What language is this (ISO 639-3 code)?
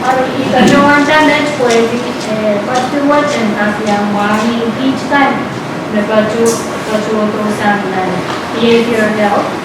pon